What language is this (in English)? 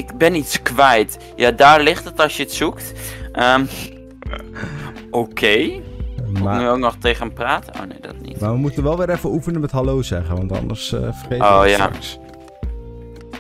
Dutch